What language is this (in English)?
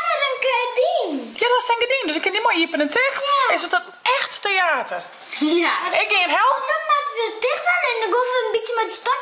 Western Frisian